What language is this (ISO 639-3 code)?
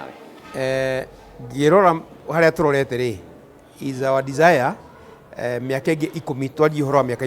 kik